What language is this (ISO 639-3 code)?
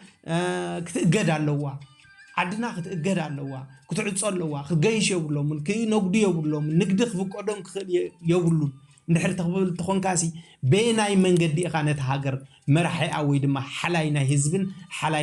tir